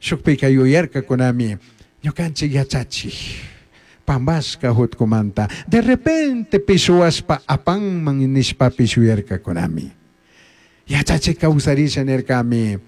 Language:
Chimborazo Highland Quichua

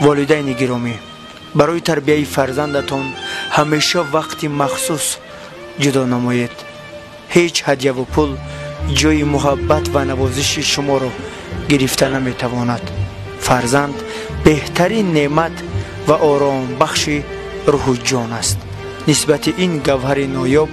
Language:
Tajik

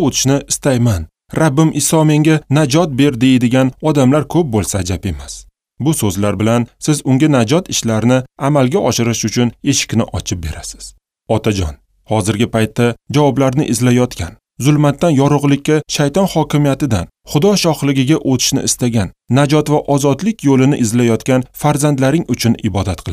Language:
Uzbek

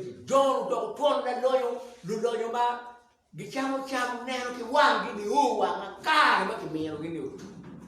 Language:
Acoli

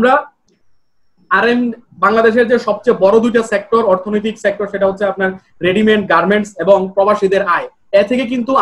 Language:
Bangla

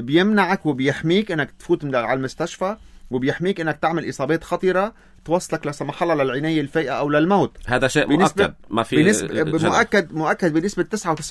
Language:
North Levantine Arabic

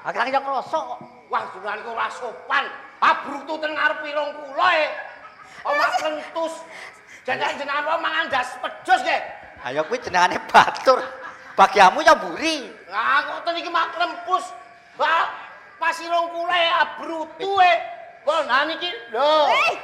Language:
Javanese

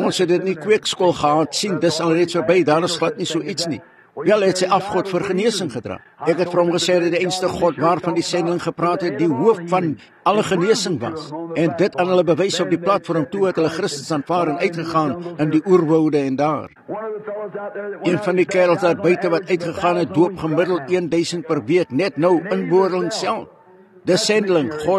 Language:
Afrikaans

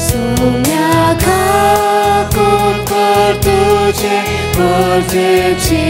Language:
Konkani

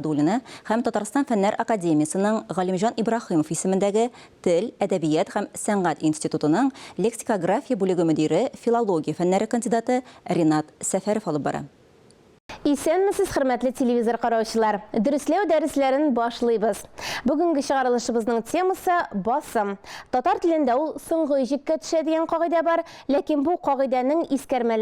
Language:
Tatar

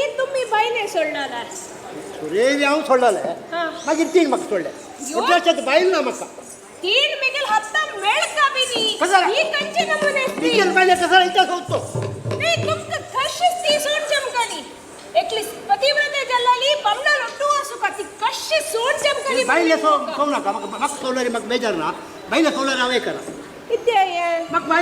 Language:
Konkani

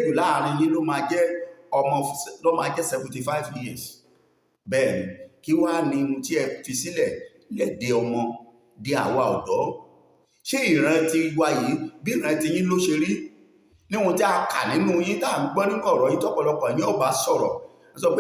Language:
Yoruba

